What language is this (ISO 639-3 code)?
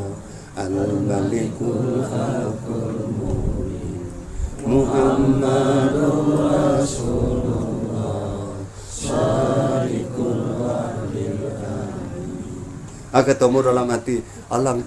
min